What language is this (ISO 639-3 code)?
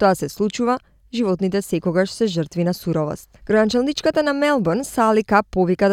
mkd